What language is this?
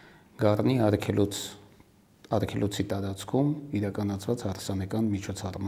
Armenian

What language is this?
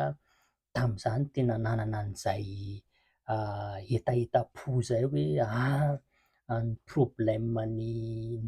Malagasy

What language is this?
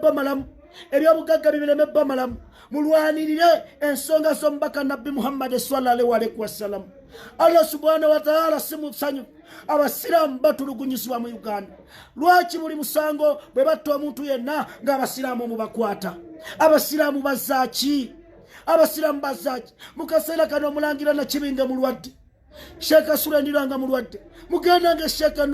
Ganda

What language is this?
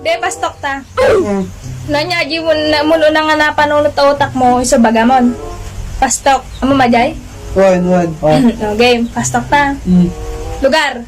Iloko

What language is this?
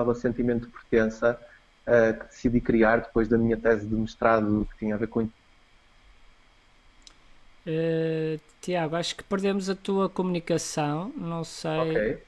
Portuguese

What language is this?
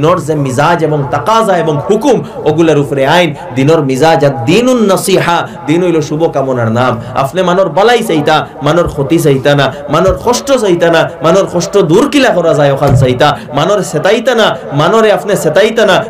Sylheti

